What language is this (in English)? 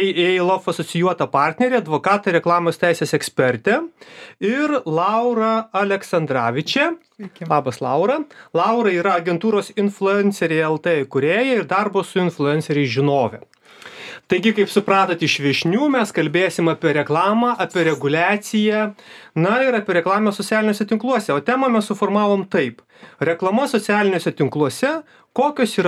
Lithuanian